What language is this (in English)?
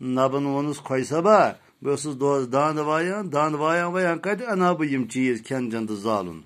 Kashmiri